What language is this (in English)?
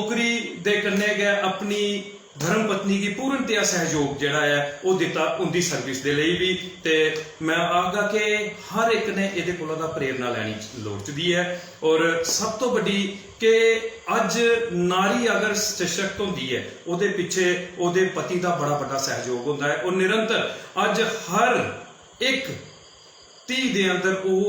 Dogri